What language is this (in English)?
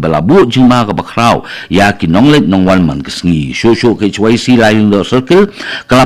Khasi